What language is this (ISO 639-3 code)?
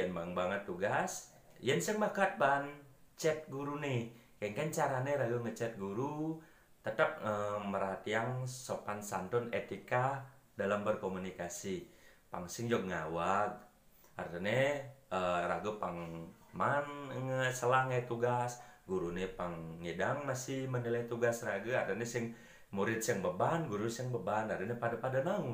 ban